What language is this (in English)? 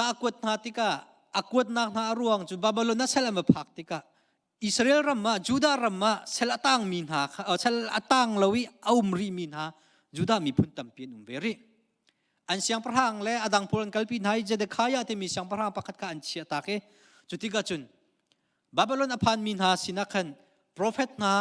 Hakha Chin